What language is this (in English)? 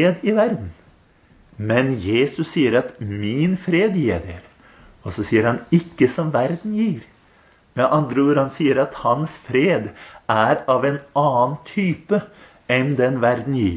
Norwegian